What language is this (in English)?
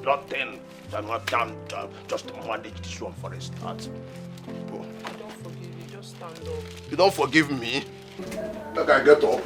Nigerian Pidgin